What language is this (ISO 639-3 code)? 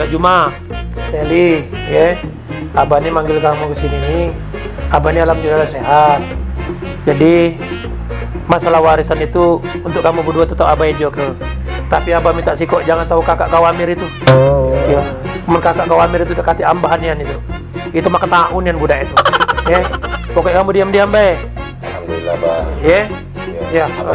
mui